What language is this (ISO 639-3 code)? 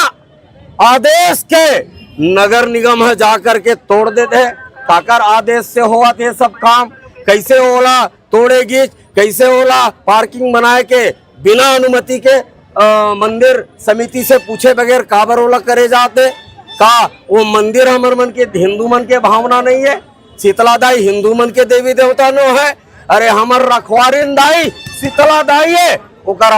hne